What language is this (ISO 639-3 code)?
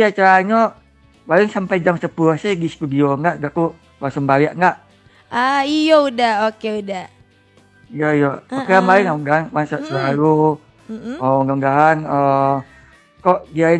min